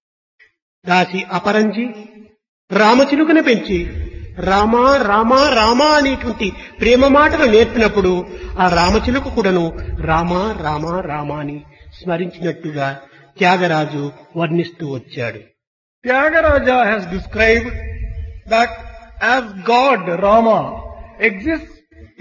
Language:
Telugu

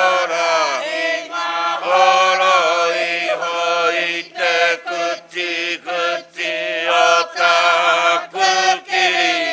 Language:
Māori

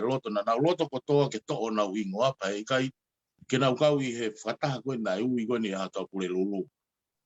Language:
Tongan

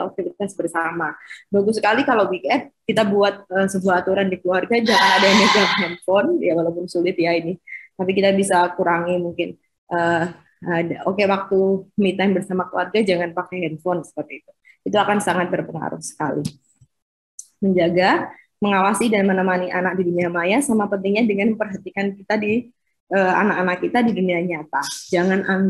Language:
Indonesian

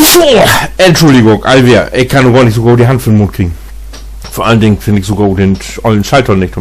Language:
Low German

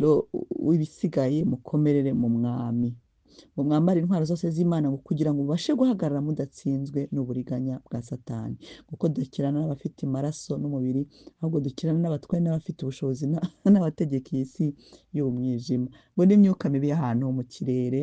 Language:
Kinyarwanda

